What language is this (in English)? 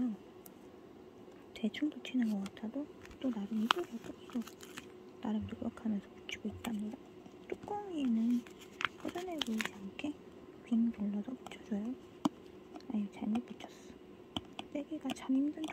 Korean